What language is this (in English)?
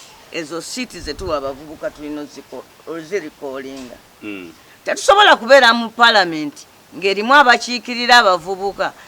Ganda